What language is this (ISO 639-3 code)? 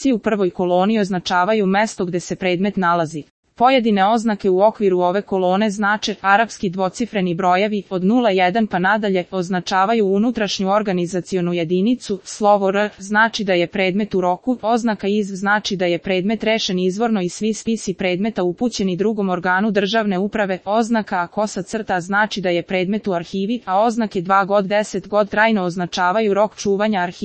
srp